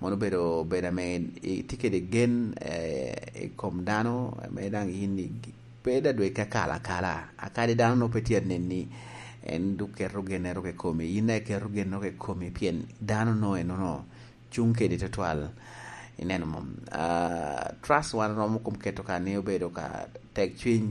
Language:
Lango (Uganda)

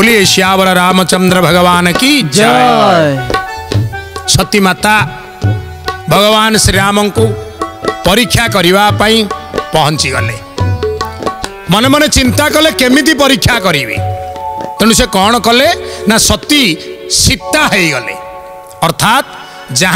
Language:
Odia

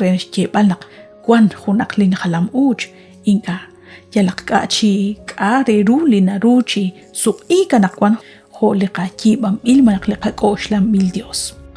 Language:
Kekchí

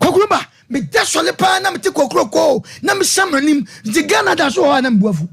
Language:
Akan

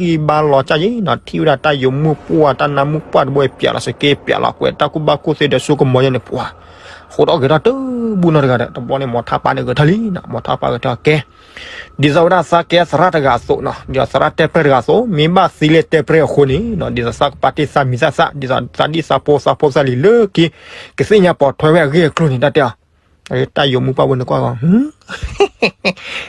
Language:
S'gaw Karen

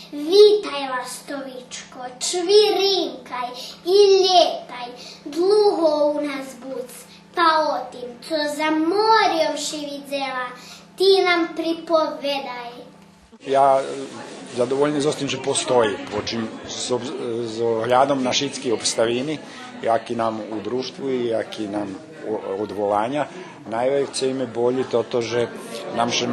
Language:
Rusyn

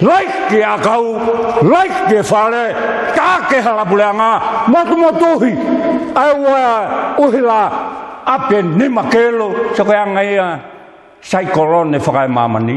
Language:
Tongan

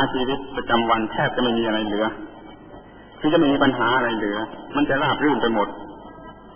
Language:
Thai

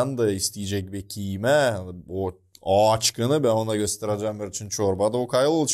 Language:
Gagauz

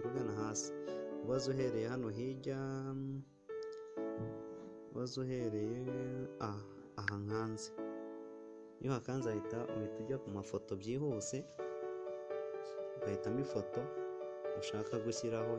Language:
Kinyarwanda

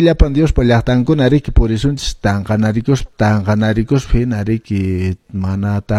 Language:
Quechua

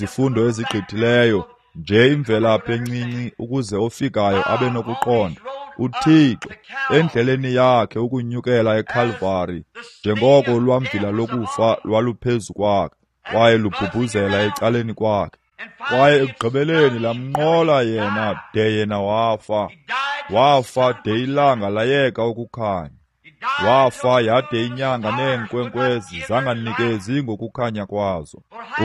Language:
Xhosa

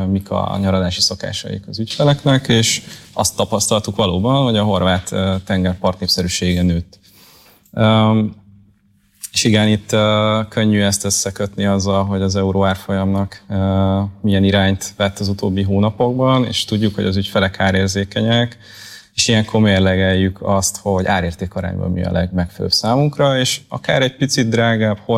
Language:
Hungarian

